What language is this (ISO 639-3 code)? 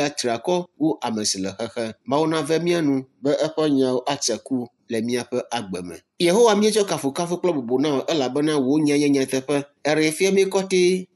ewe